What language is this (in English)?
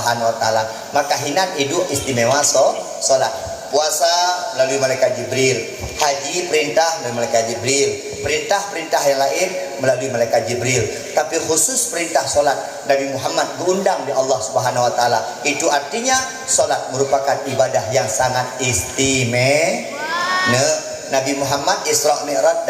Achinese